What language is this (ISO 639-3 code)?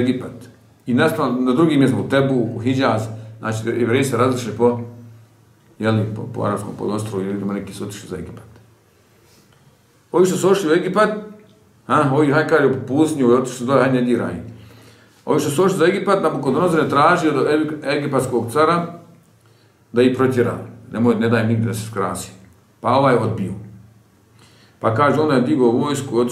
bos